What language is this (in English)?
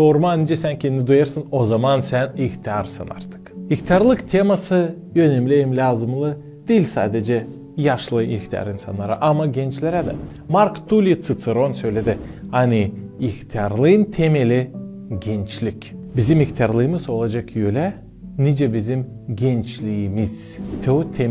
Gagauz